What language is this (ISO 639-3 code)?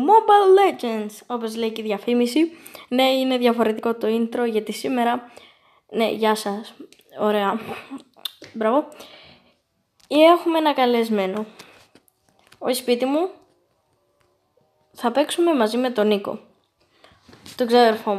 ell